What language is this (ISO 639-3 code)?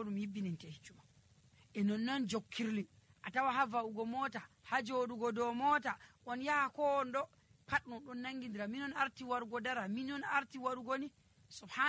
fuv